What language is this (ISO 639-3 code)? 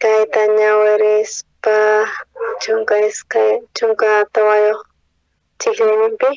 quh